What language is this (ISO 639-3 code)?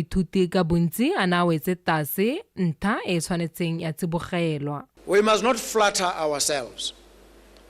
tsn